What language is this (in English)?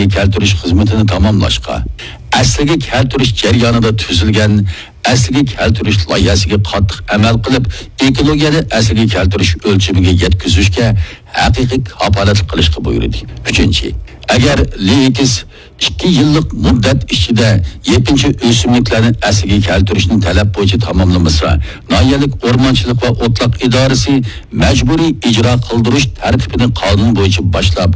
Uyghur